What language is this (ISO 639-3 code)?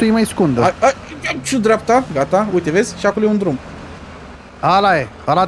ron